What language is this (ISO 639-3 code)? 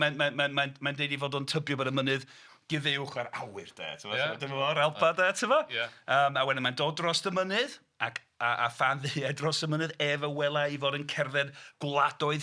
cym